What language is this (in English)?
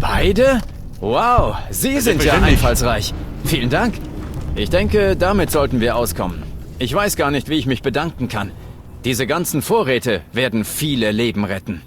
Bavarian